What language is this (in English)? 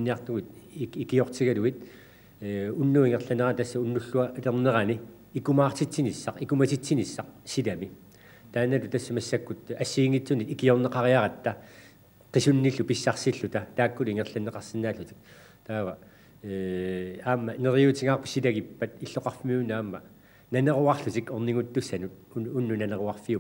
Kalaallisut